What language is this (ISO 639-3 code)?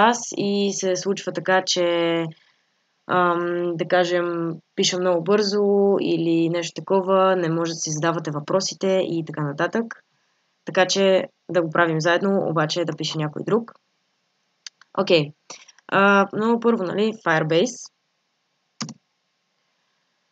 bul